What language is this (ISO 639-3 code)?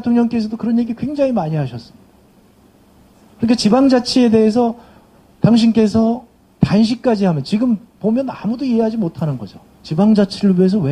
kor